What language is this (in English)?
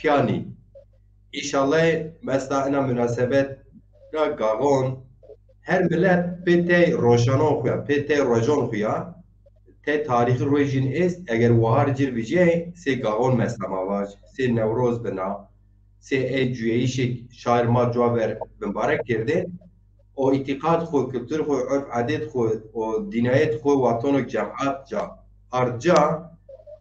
Zaza